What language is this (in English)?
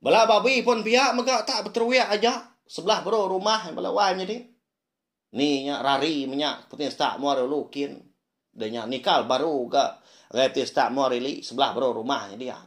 Iban